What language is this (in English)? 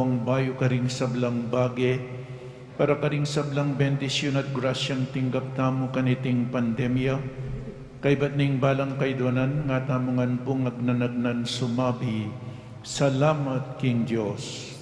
Pampanga